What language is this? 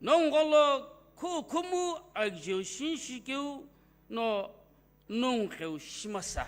Sumi Naga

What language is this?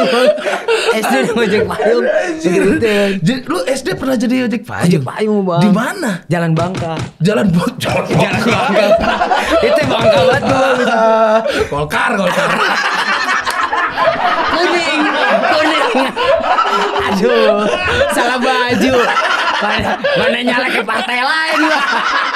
Indonesian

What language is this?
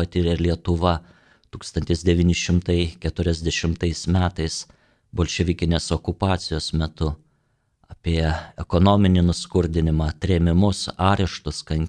Lithuanian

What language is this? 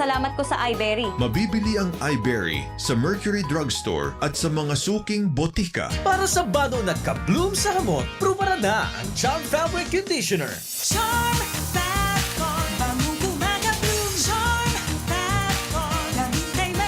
Bikol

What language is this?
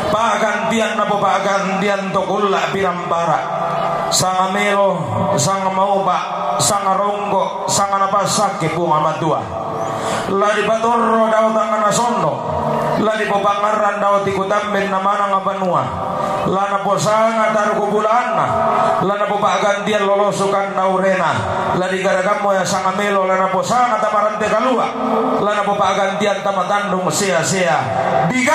Toraja-Sa'dan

